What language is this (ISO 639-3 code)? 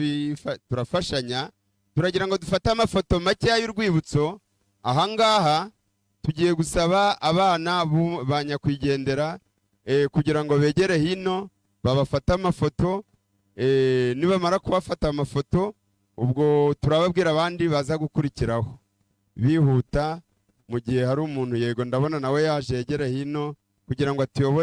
kin